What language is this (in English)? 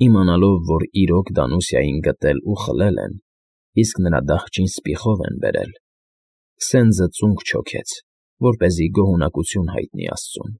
Armenian